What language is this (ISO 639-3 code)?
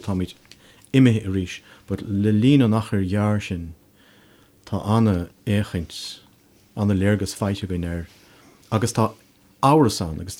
gle